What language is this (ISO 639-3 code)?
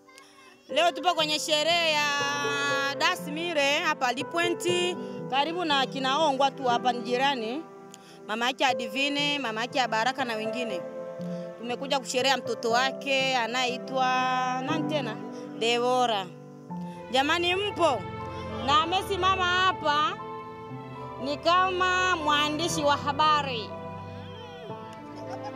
swa